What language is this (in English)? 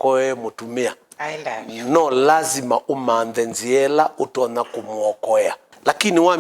Kamba